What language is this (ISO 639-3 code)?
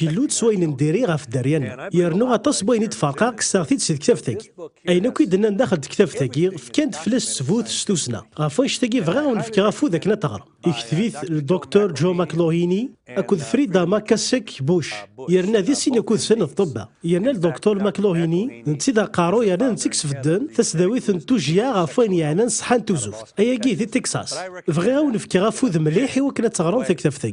kab